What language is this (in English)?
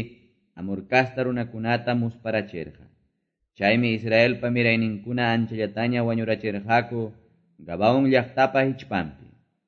Quechua